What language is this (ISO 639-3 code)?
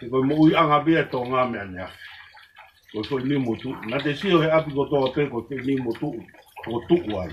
ton